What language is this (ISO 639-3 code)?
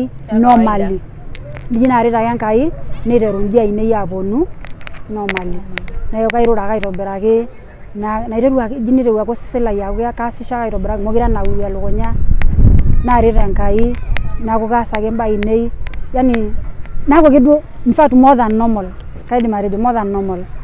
mas